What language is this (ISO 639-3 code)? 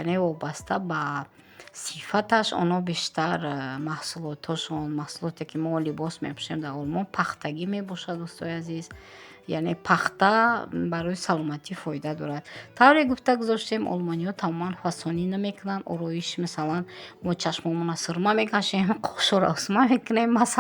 tgk